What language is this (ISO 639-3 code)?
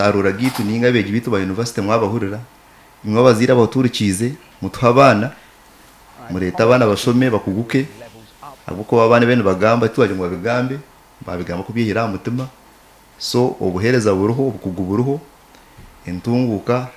nyn